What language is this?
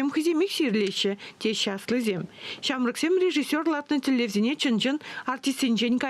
Chuvash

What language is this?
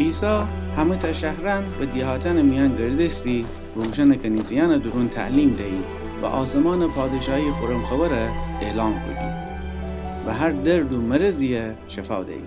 Gilaki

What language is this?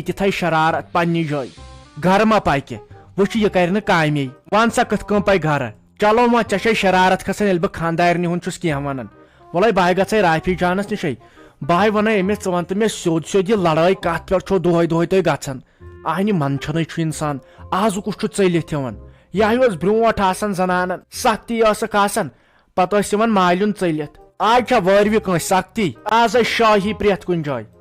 Kashmiri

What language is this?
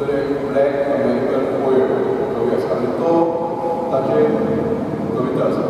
Konkani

